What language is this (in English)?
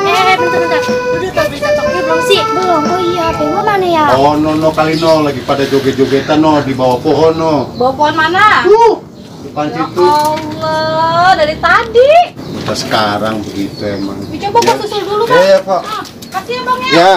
Betawi